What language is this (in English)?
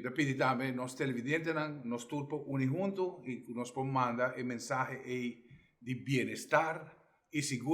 Papiamento